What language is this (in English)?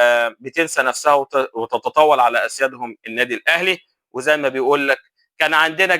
Egyptian Arabic